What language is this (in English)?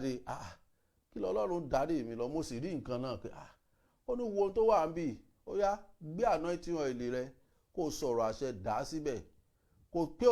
Yoruba